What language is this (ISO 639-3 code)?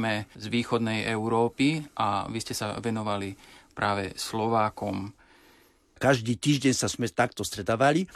slk